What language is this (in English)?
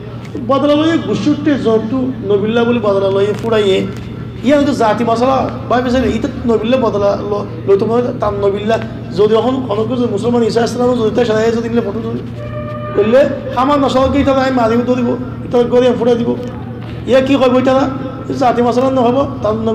Rohingya